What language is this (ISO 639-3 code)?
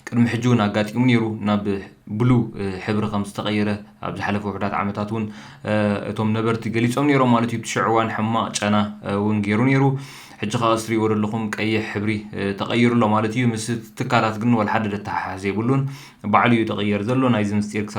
tir